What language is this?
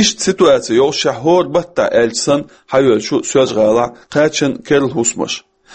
Chechen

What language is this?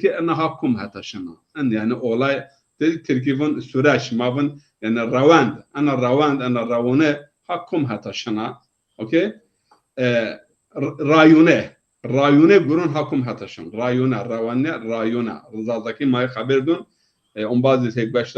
Zaza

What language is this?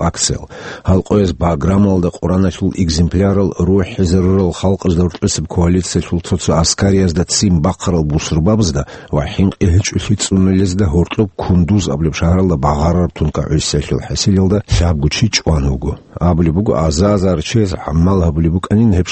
Avaric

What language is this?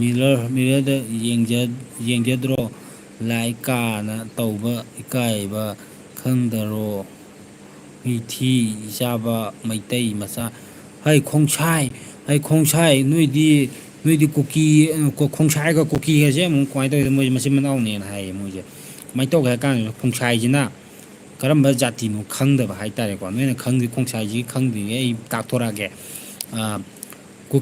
Manipuri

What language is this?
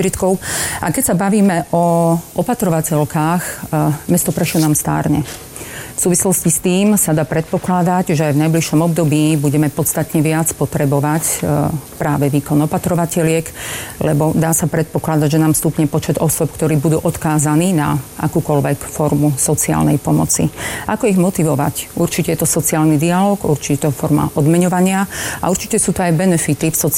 Slovak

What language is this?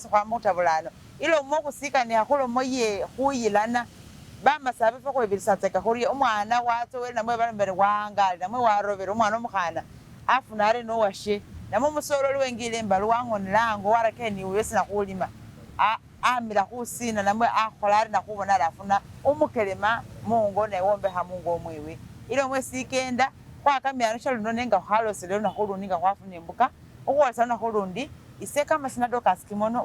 Masaaba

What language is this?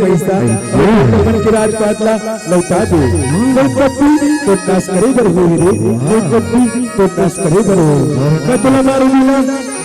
Chhattisgarhi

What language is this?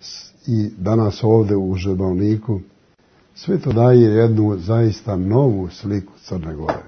Serbian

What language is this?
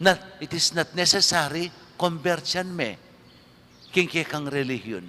Pampanga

